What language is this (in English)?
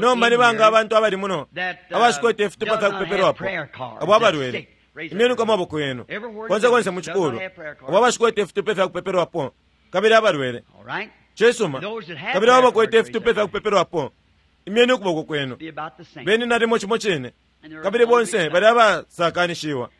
Bemba